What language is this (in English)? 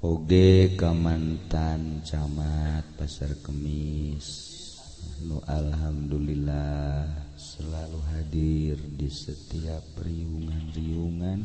Sundanese